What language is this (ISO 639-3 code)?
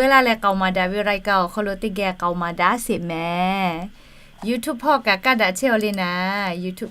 lhu